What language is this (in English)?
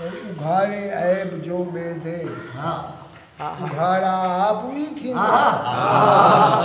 Saraiki